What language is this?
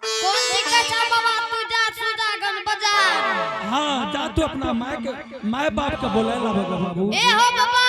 Angika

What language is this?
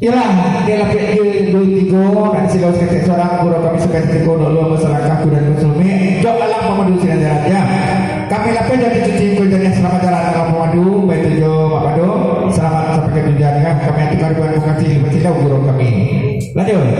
Minangkabau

